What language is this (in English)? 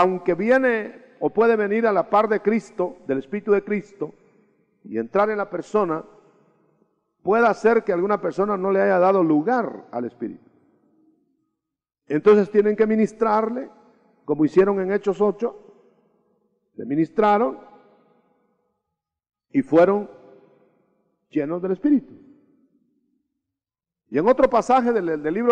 Spanish